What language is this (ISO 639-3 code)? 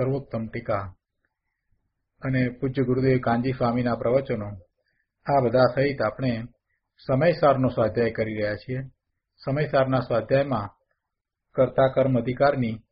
guj